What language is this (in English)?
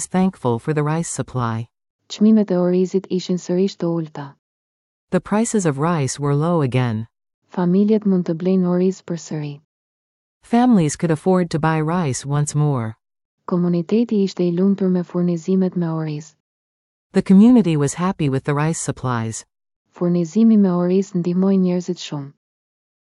Albanian